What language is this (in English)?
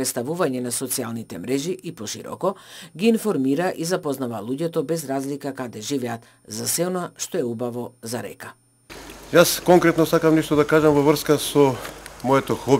Macedonian